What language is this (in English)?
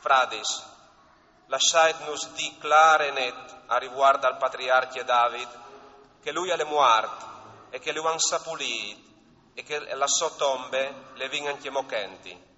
Friulian